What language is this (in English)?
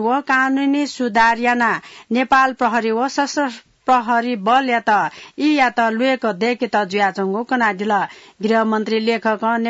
Newari